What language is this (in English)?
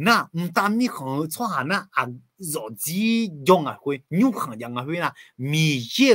Akha